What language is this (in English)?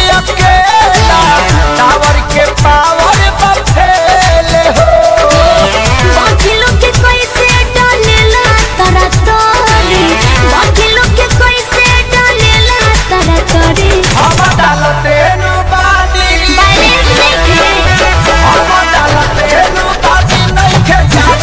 Bhojpuri